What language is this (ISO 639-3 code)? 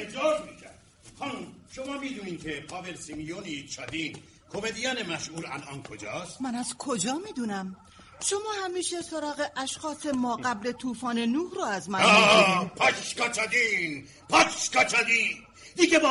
fas